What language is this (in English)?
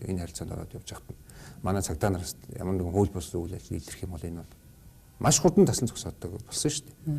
Mongolian